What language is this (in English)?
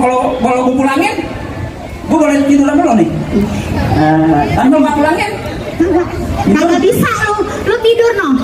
Betawi